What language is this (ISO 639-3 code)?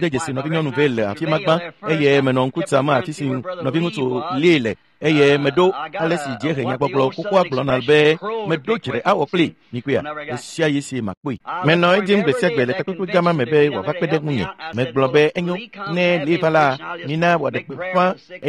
ewe